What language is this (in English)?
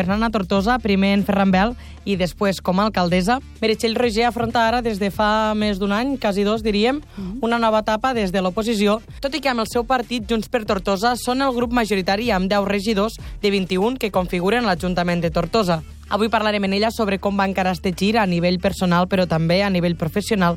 Catalan